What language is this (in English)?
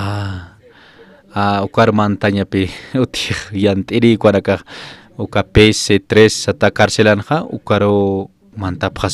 Aymara